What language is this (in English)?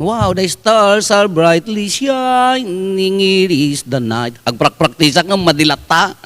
Iloko